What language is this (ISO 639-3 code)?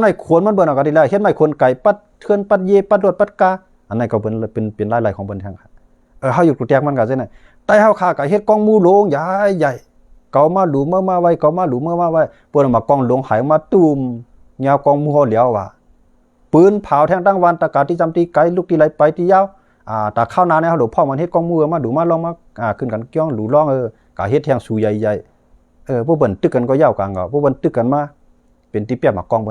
shn